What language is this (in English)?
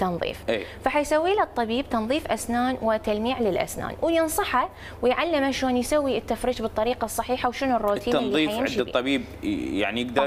Mesopotamian Arabic